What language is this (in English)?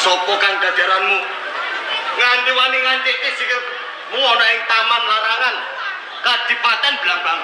Javanese